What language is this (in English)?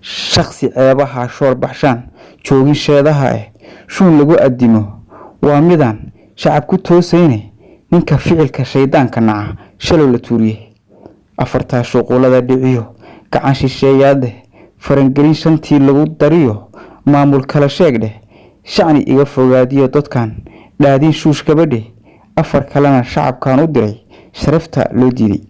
Somali